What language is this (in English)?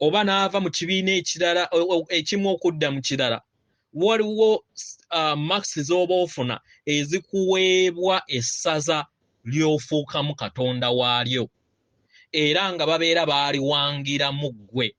Ganda